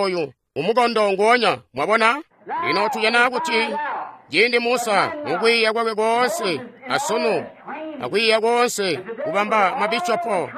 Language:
Tonga (Zambia)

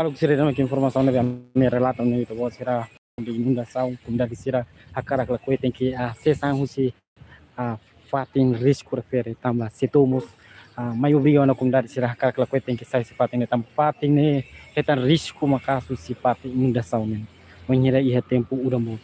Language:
Tetum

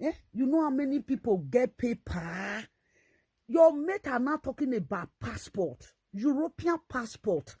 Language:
Nigerian Pidgin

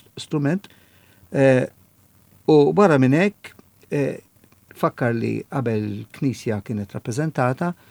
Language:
Maltese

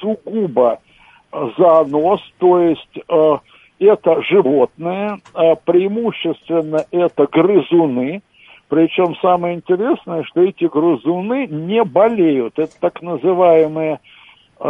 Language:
Russian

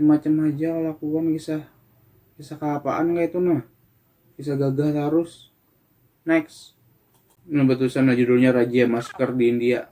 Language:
Banjar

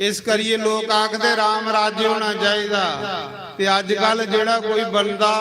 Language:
Dogri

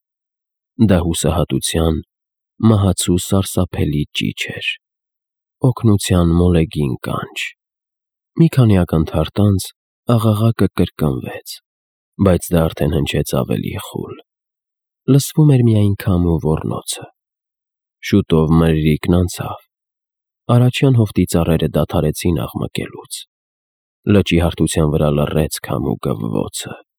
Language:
Armenian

